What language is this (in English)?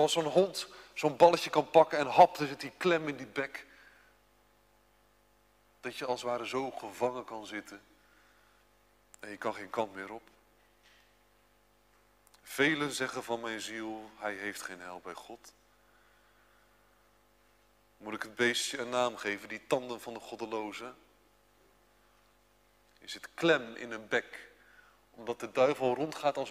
Dutch